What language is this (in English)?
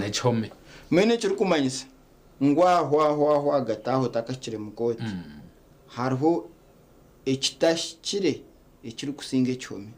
Nyankole